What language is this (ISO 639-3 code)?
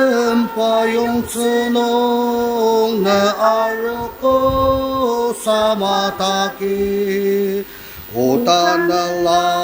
njo